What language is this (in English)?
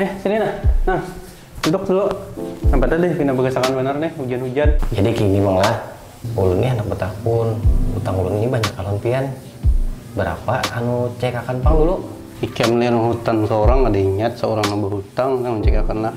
Banjar